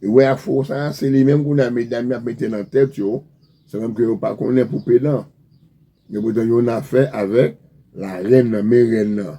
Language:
Haitian Creole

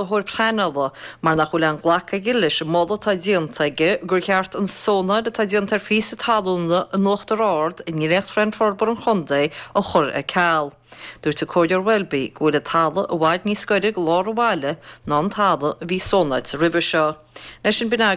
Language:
Irish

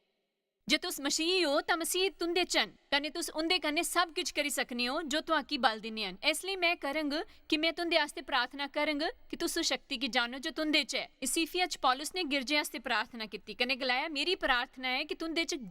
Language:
Dogri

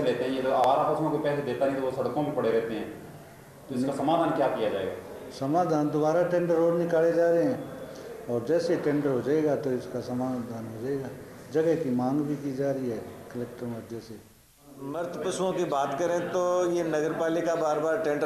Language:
Hindi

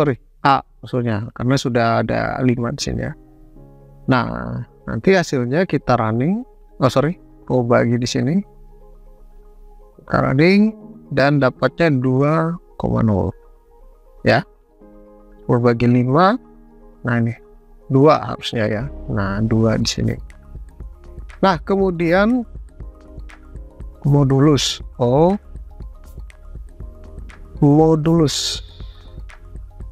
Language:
Indonesian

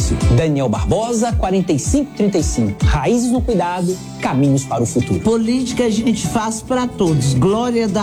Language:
Portuguese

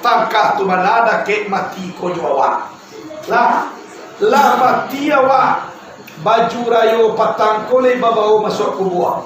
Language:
Minangkabau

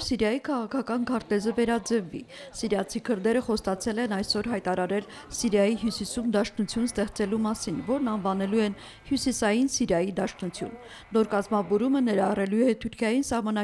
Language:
Armenian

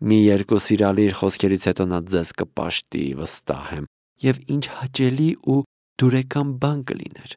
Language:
Armenian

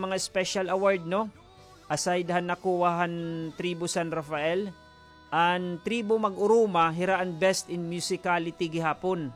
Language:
Waray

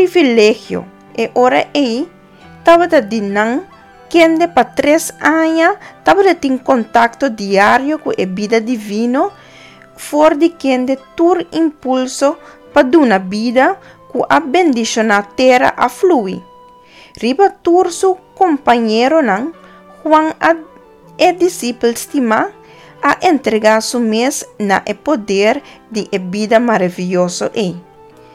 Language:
Papiamento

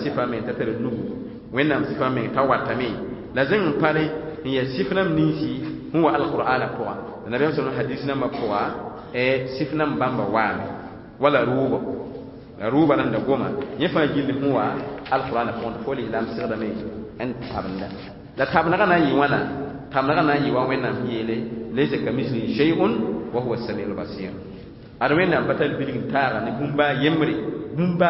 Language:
Mossi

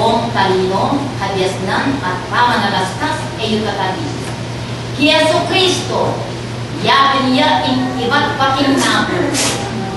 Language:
Pampanga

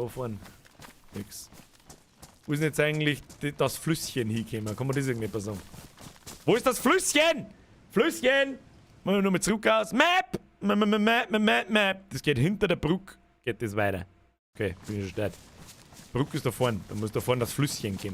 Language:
Bavarian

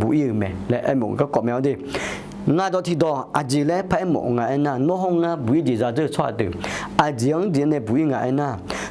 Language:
Akha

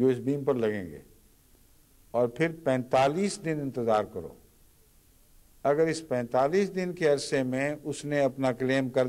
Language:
Urdu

